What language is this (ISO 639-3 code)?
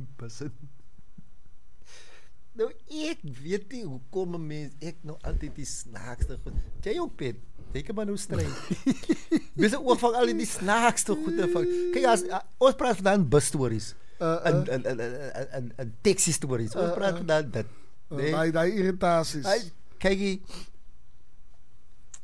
afr